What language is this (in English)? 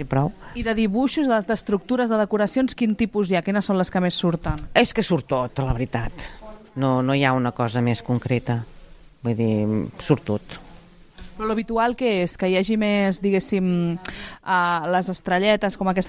Catalan